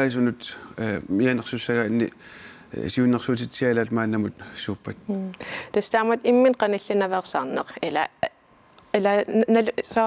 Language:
Kalaallisut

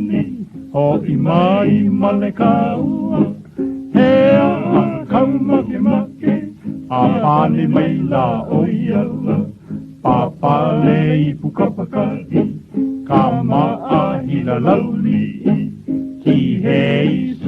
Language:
Hawaiian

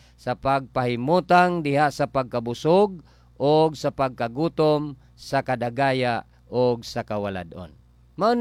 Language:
Cebuano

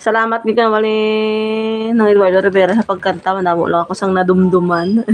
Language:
Hiligaynon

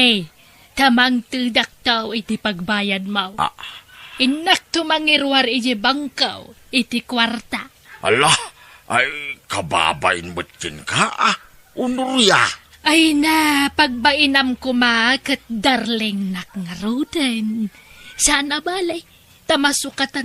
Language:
Iloko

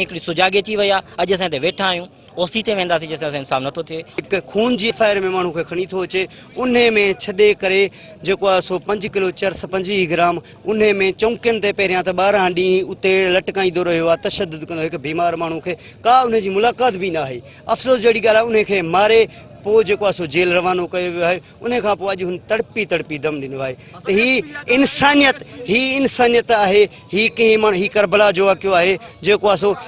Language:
Sindhi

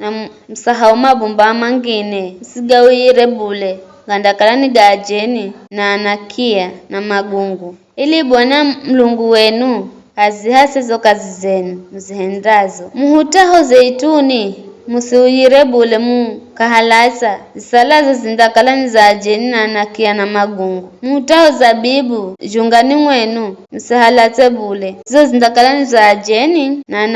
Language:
Giryama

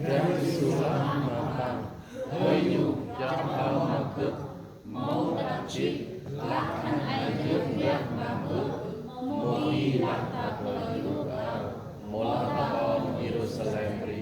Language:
Central Mnong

